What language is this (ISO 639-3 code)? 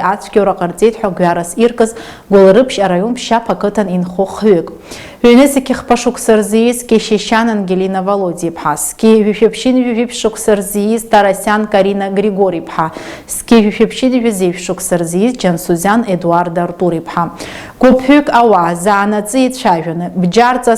abk